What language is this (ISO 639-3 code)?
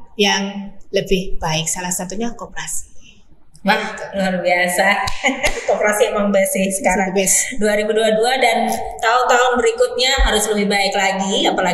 ind